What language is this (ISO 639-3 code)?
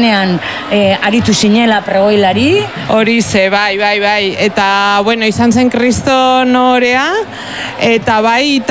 eus